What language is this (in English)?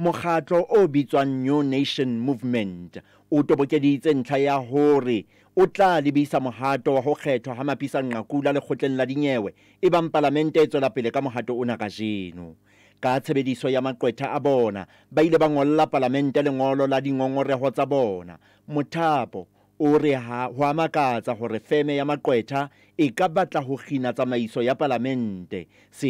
Southern Sotho